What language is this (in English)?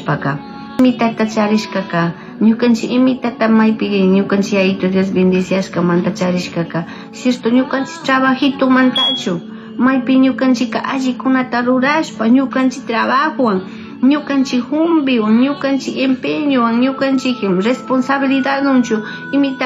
Chimborazo Highland Quichua